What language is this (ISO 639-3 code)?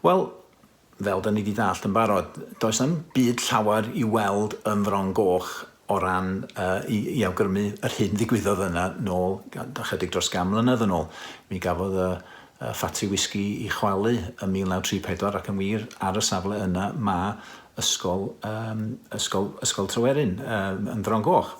cym